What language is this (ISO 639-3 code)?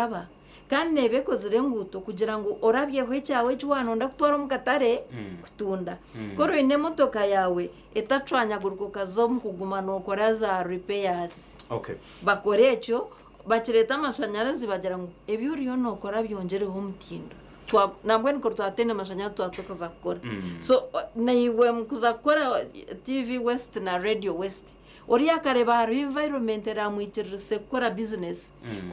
nyn